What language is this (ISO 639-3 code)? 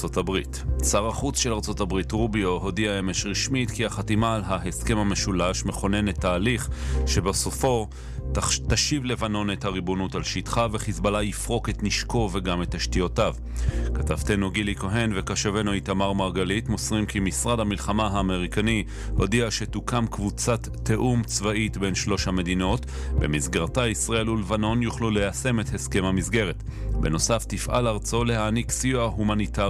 heb